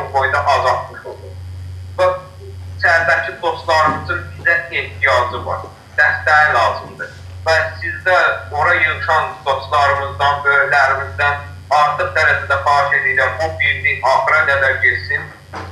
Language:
South Azerbaijani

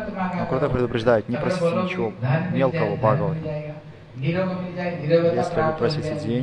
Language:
Russian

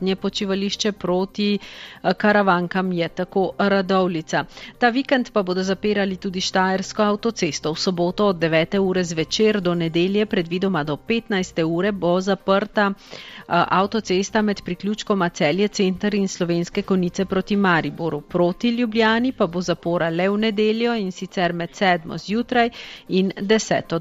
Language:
Slovenian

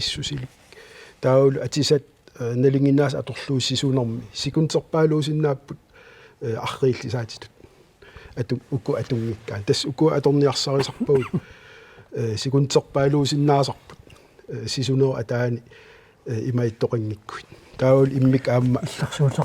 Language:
Kalaallisut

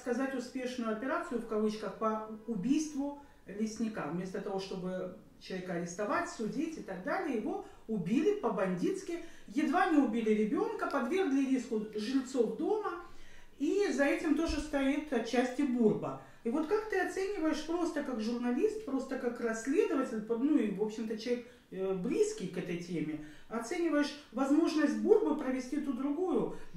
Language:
Russian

